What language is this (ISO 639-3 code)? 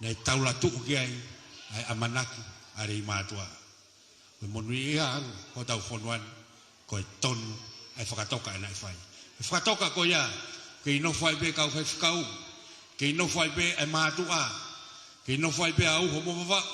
ton